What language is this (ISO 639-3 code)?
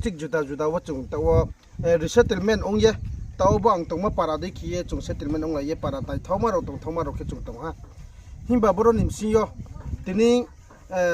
ria